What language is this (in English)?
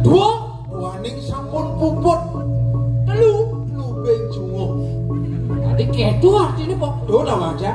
Balinese